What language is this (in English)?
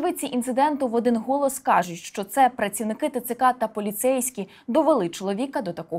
Ukrainian